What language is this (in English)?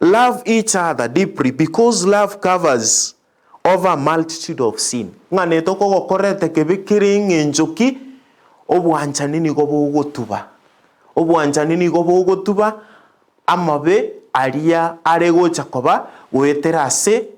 Gusii